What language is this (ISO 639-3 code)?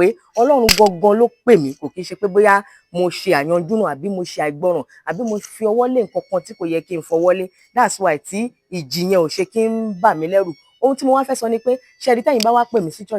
yor